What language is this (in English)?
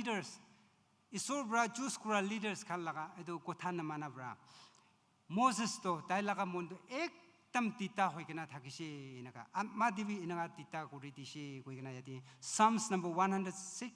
Naga Pidgin